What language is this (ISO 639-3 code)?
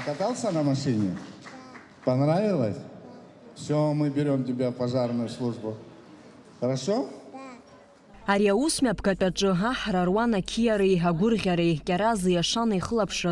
abk